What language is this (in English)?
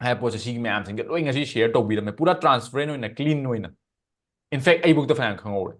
Manipuri